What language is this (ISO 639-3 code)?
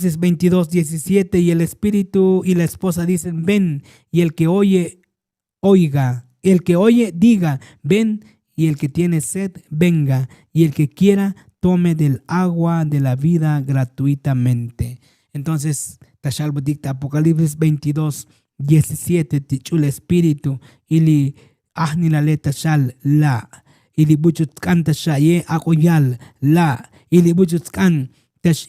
tzo